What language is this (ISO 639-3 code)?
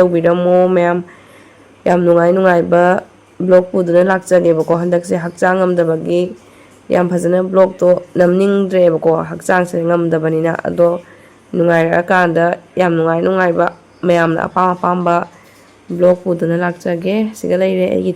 mni